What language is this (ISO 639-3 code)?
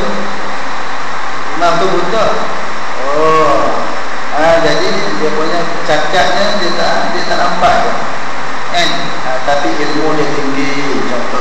msa